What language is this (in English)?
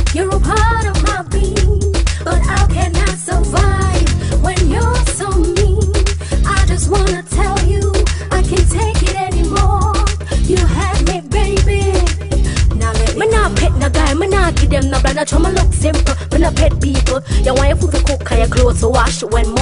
Jamaican Creole English